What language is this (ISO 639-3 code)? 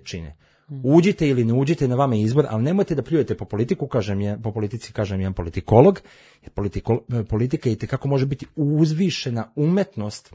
srp